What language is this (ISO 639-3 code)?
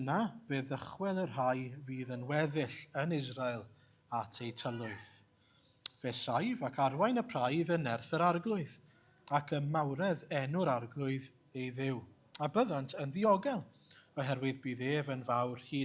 cym